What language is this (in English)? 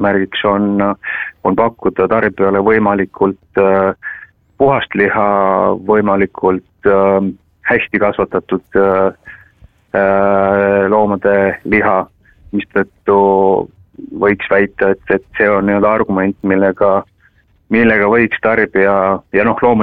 Estonian